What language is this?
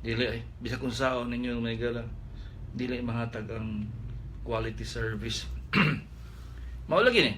Cebuano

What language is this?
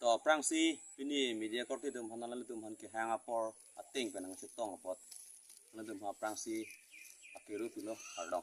Karbi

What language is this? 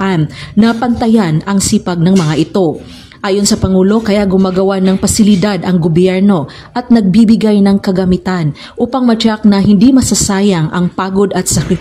Filipino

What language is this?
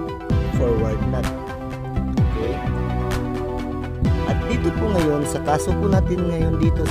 Filipino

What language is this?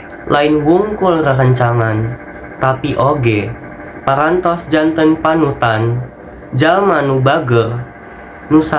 Sundanese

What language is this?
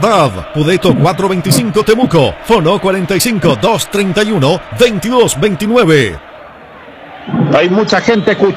Spanish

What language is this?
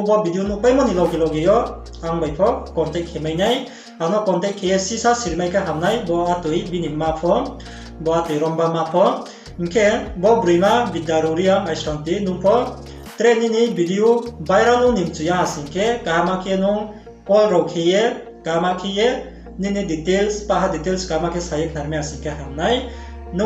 Riang (India)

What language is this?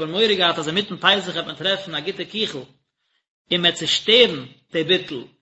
Yiddish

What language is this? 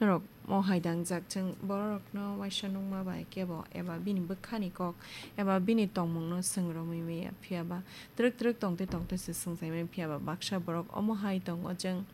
Kok Borok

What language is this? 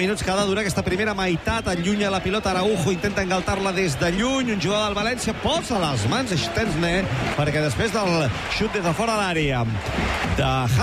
Catalan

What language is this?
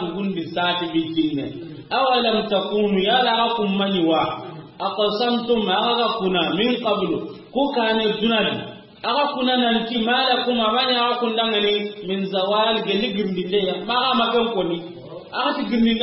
Soninke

